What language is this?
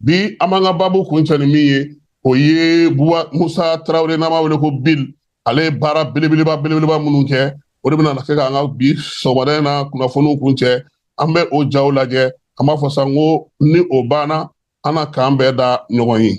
Bambara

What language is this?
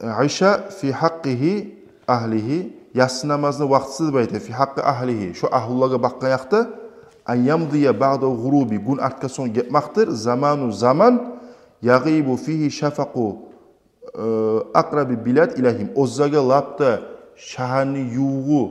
Kumyk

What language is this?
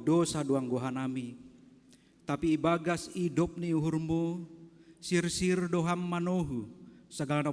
Batak Simalungun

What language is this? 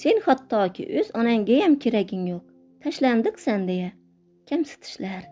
Uzbek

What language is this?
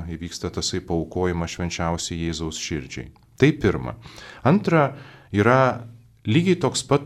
Lithuanian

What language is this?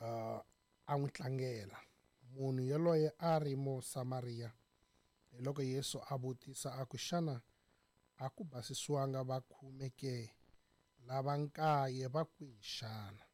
Tsonga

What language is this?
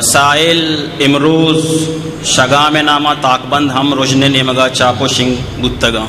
Eastern Balochi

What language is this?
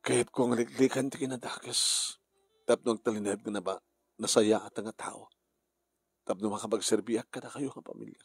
Iloko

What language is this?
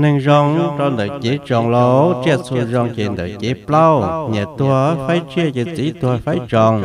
Hmong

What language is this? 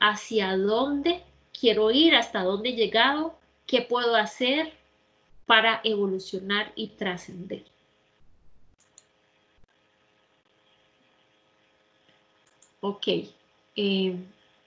Spanish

